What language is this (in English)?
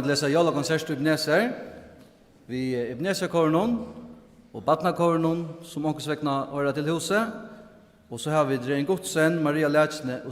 Faroese